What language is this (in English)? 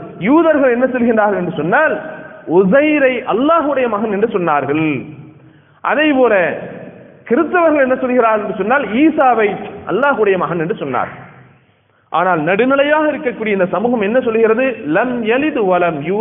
Tamil